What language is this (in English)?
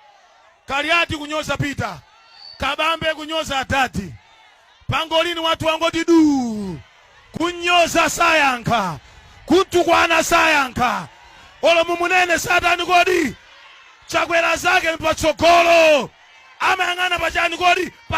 Nyanja